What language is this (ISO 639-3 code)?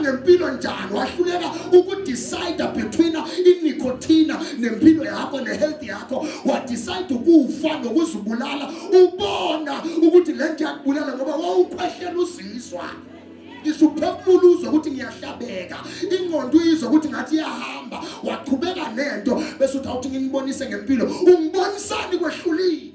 zul